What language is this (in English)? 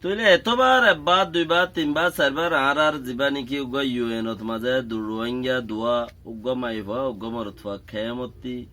Rohingya